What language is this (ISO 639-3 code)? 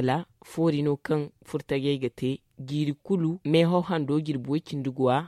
dje